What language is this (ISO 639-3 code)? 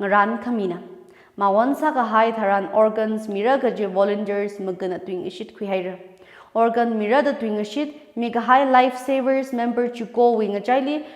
nmf